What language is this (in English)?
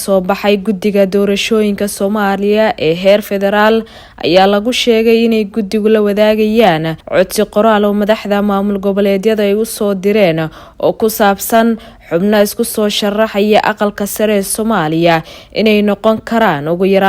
Somali